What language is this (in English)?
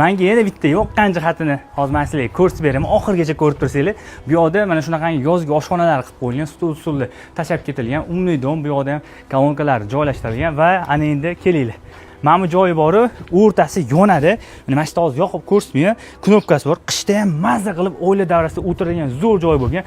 Uzbek